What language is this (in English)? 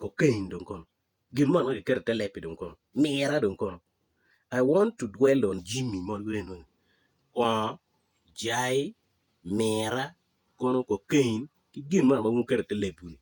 Acoli